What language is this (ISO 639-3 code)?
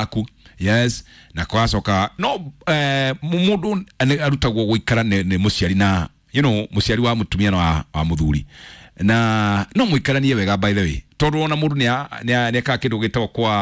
kik